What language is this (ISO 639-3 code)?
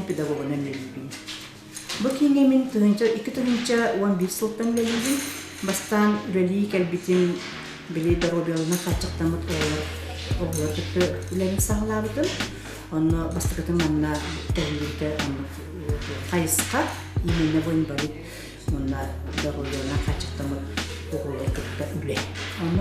sah